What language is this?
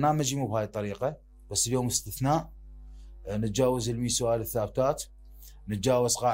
Mesopotamian Arabic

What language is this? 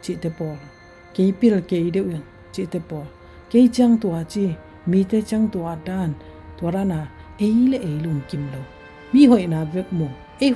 Tedim Chin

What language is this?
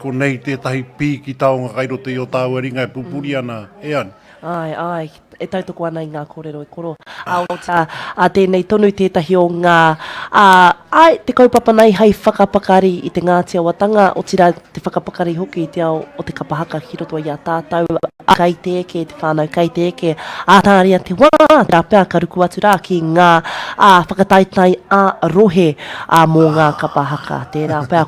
Māori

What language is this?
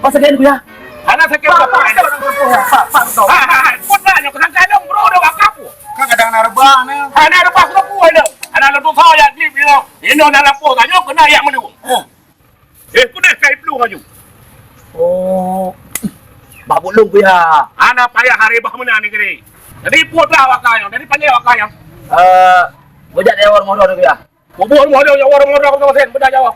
Achinese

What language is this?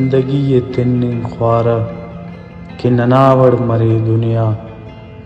Brahui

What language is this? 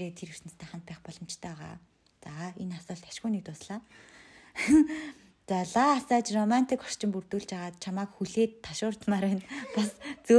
Mongolian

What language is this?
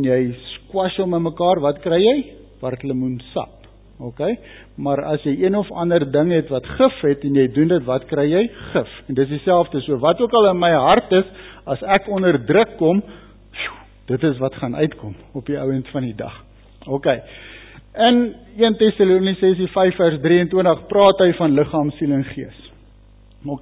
Afrikaans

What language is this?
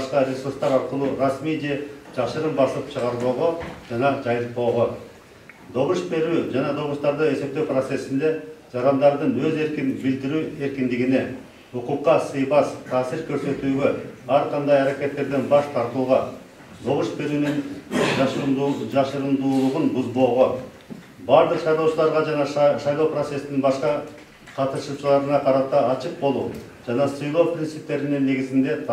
Kyrgyz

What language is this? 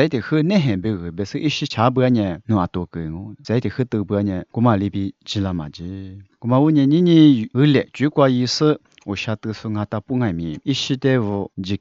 Lisu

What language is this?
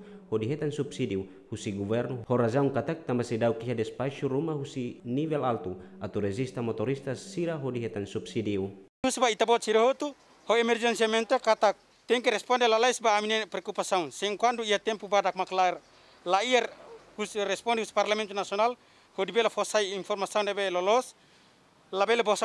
Tetum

